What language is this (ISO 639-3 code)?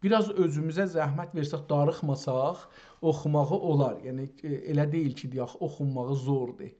azb